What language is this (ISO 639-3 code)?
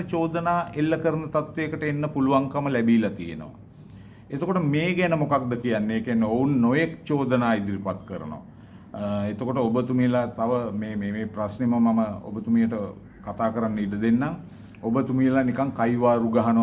sin